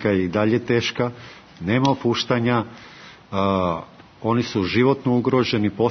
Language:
Serbian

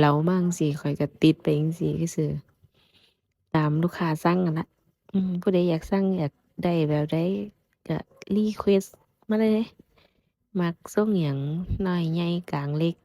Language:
Northeastern Thai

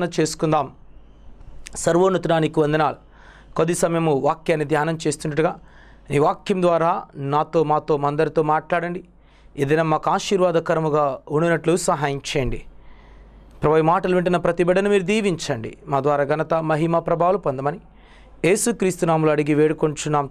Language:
Telugu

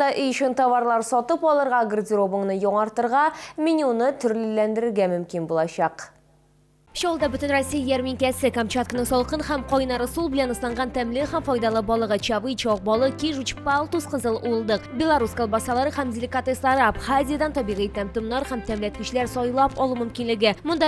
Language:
Tatar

